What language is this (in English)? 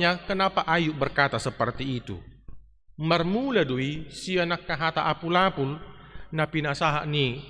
Batak Toba